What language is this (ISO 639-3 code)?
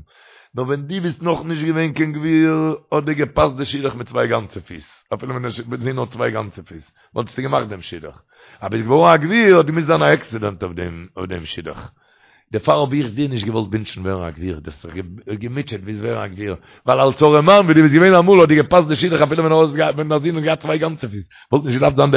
yid